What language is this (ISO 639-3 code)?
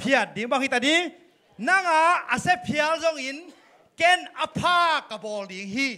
ctd